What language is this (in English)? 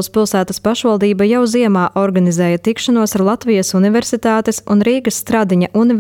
Latvian